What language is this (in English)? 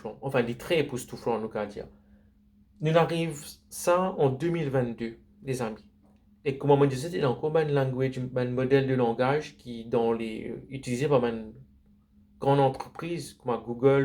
Morisyen